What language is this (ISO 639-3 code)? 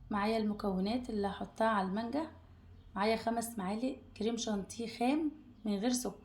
arz